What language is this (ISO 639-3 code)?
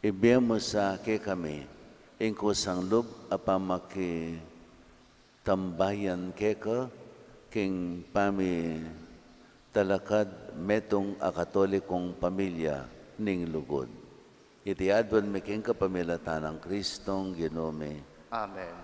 pam